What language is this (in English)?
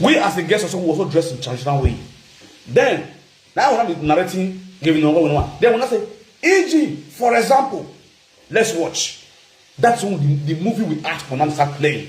Nigerian Pidgin